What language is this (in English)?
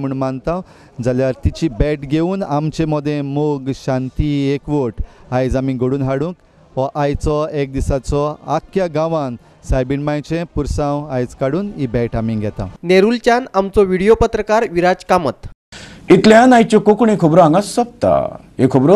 Konkani